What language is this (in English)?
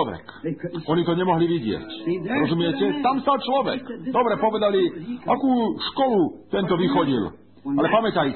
Slovak